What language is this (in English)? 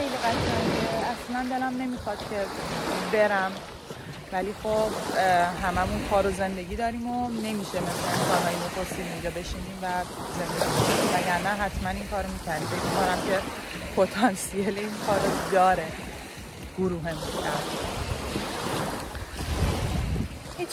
Persian